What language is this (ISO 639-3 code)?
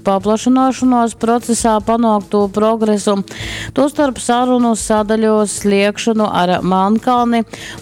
ltg